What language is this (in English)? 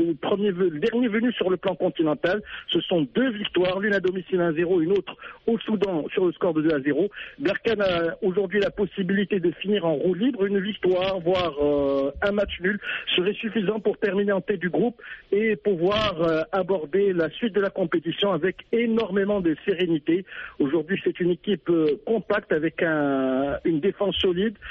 French